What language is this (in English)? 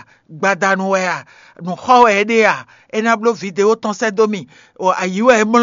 Fon